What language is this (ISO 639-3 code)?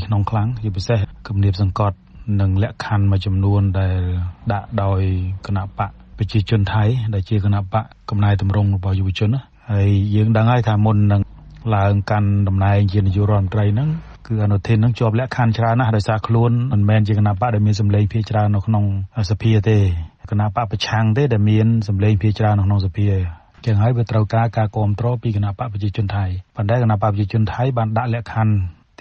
khm